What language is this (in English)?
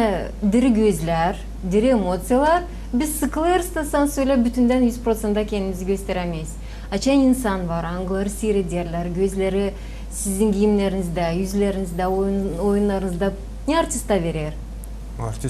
Gagauz